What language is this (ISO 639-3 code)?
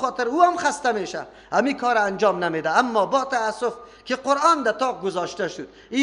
fas